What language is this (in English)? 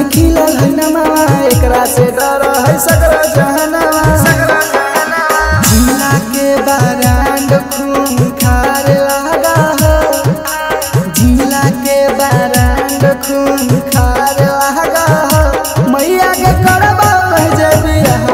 Bhojpuri